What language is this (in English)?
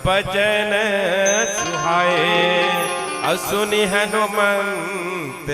Chhattisgarhi